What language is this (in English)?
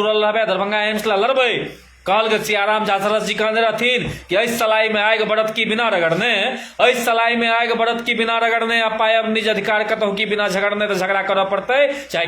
Maithili